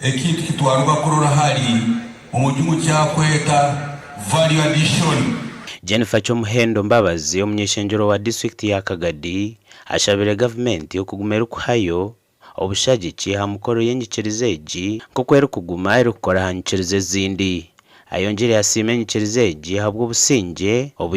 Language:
Nyankole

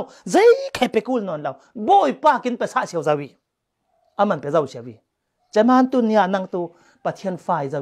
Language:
Falam Chin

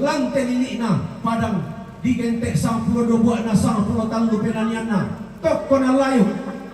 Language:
Toraja-Sa'dan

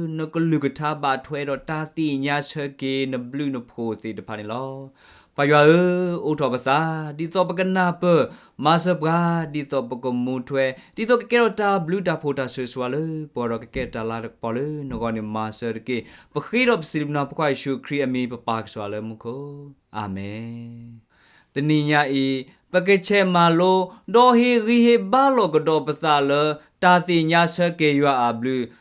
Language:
S'gaw Karen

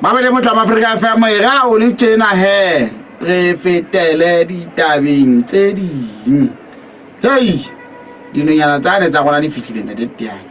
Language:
Southern Sotho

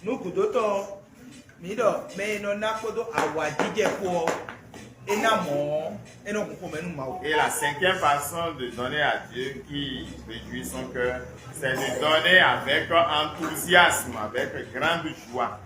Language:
Fon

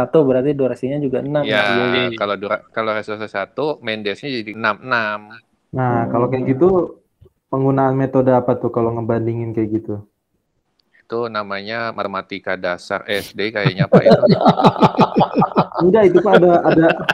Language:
Indonesian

